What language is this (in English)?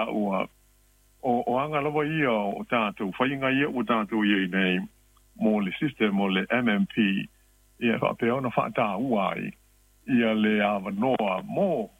Samoan